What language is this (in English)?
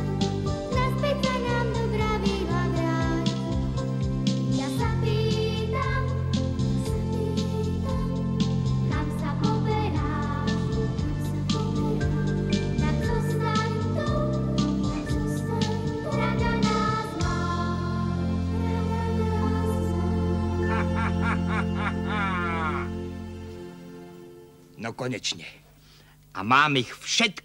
Slovak